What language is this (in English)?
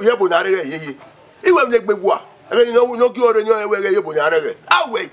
Bini